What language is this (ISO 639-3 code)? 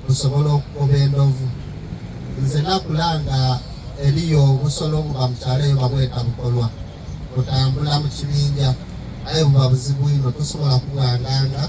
xog